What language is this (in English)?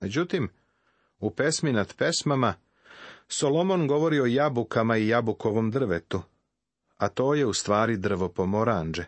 Serbian